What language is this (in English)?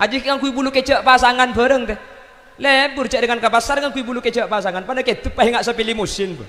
Madurese